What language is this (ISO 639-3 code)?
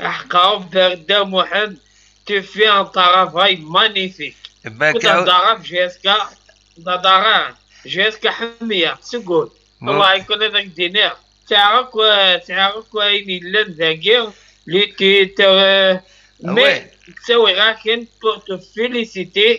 kab